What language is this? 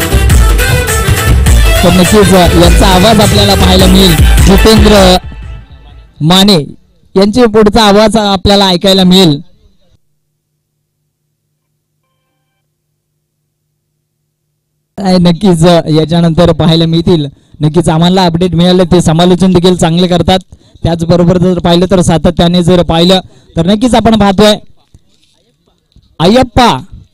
Marathi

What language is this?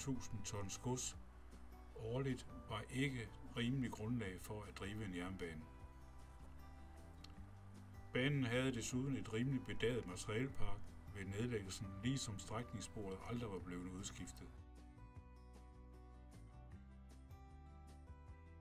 Danish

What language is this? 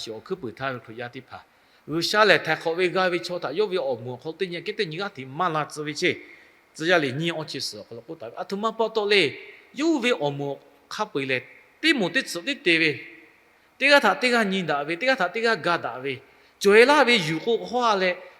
Lahu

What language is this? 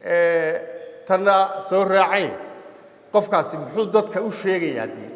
Somali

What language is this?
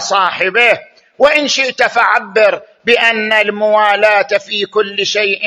Arabic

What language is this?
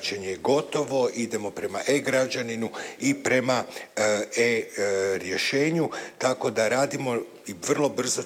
Croatian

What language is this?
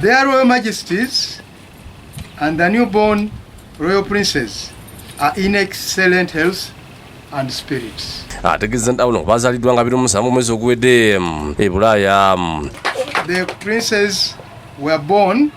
Ganda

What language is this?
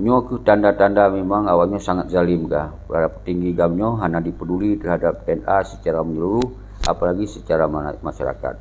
Achinese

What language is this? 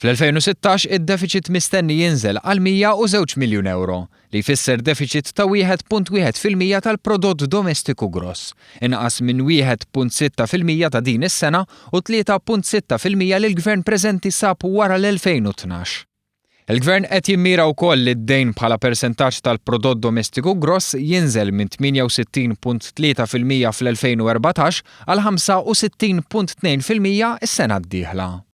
Maltese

